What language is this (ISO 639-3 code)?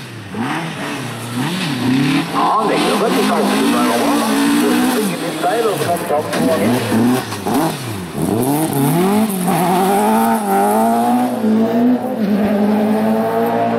nor